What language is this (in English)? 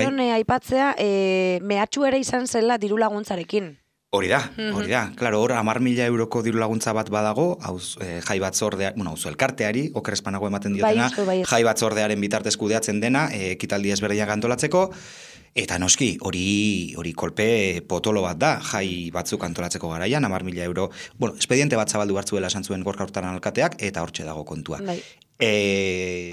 Basque